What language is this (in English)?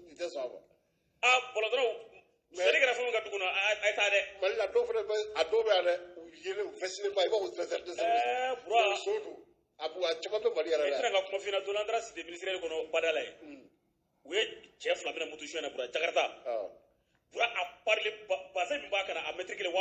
Bambara